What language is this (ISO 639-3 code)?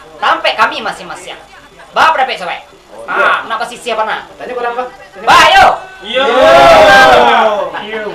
min